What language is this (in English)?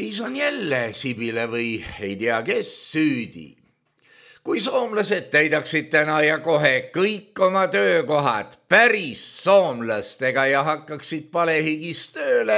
Estonian